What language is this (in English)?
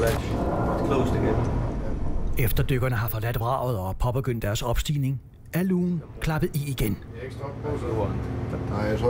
Danish